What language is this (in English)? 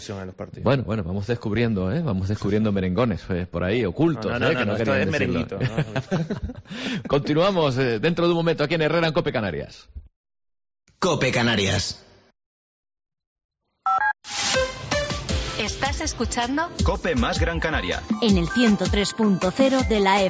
Spanish